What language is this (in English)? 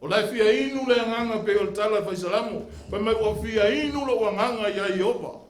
Samoan